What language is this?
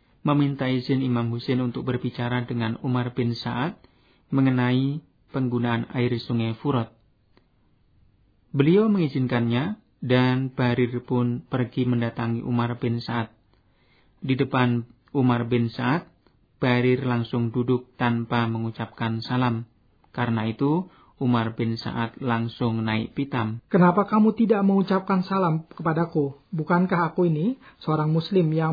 Indonesian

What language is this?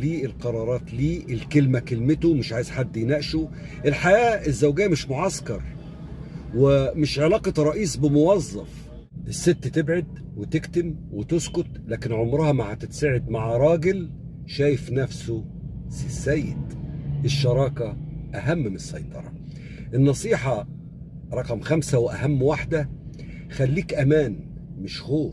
Egyptian Arabic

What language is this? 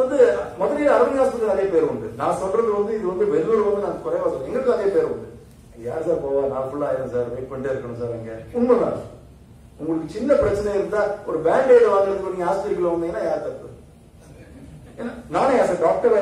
Tamil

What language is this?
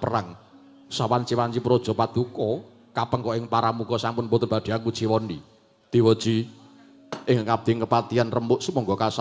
Javanese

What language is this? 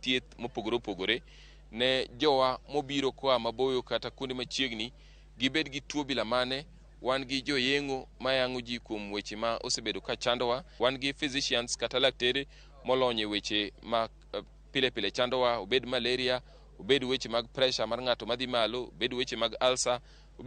Luo (Kenya and Tanzania)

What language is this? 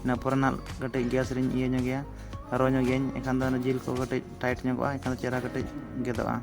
Santali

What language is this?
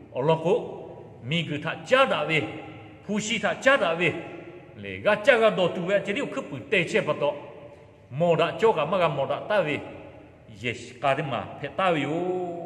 Lahu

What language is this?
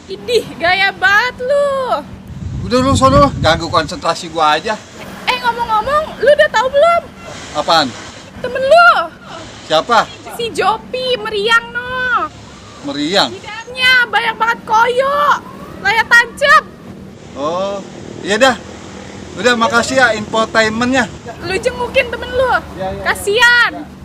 Betawi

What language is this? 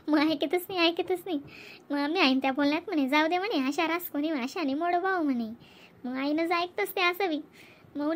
Khandesi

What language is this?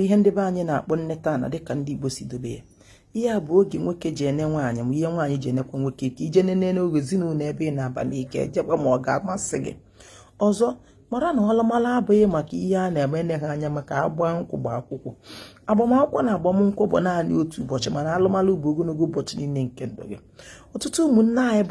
Igbo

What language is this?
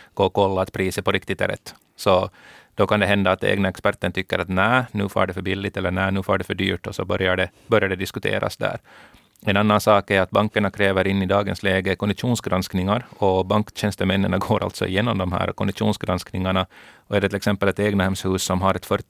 Swedish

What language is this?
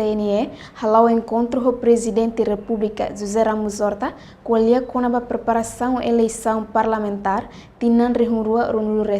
Tetum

